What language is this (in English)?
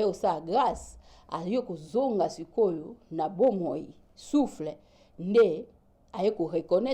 Lingala